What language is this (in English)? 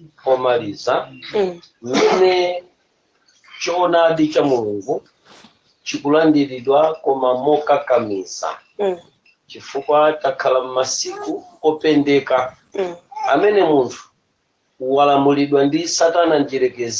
Nyanja